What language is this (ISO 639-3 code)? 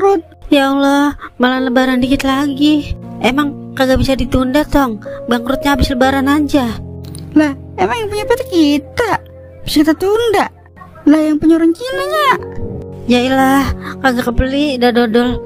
bew